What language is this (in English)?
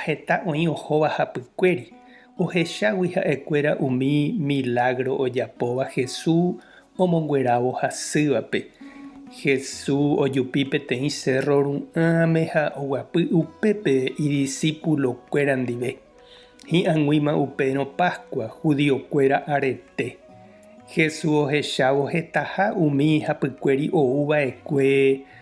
Guarani